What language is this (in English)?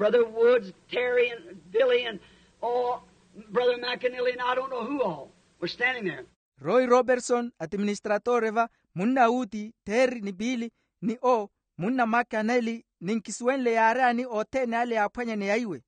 Makhuwa